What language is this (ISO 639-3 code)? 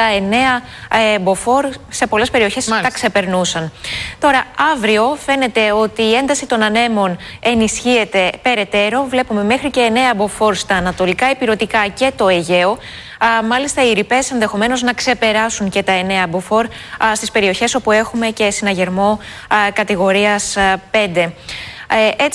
ell